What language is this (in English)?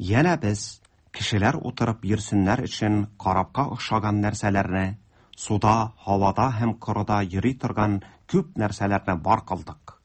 Tatar